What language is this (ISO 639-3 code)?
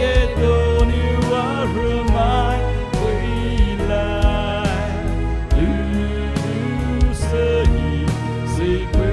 pmx